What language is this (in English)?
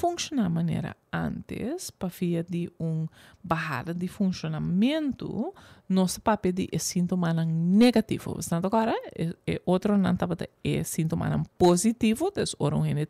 Papiamento